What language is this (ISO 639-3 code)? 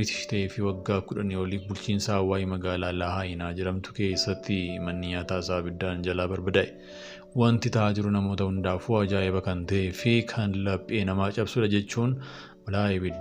orm